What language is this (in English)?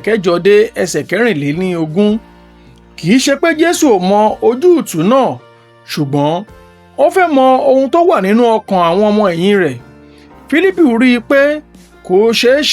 Yoruba